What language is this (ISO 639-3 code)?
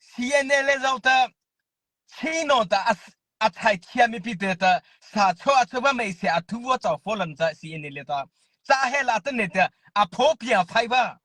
mrh